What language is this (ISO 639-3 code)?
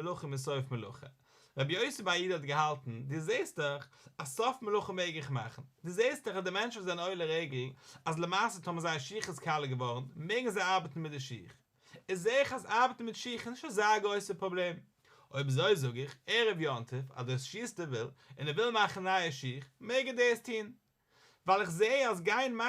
yid